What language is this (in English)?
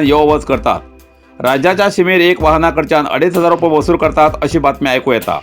Konkani